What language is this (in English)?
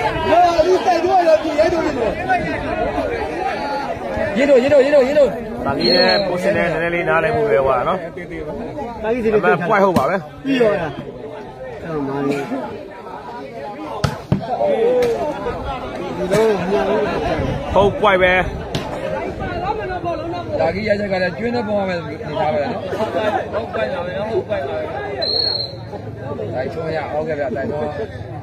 Burmese